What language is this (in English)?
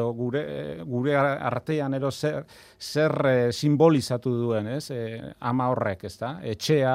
Basque